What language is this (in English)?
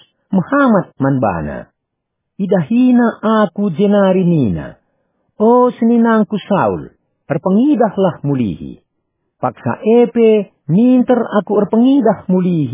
Batak Karo